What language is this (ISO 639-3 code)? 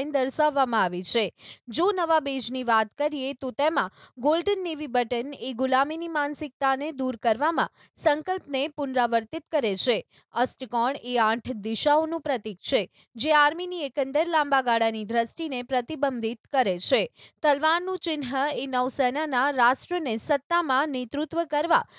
guj